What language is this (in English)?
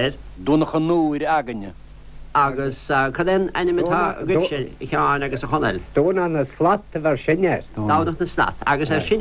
Irish